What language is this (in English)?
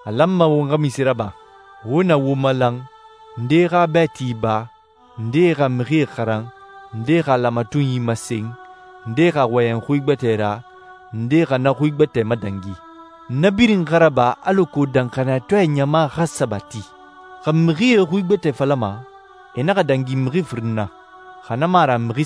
Susu